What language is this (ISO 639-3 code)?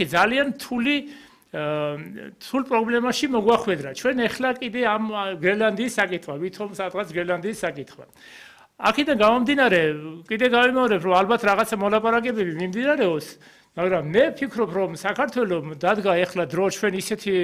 kat